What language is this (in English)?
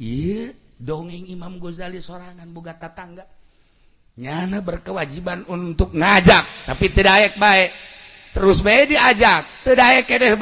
Sundanese